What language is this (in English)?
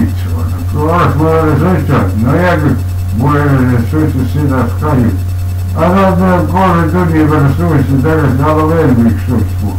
Estonian